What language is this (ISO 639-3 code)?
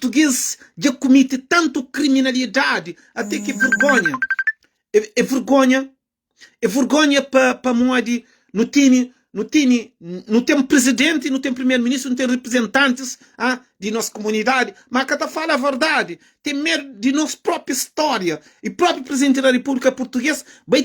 kea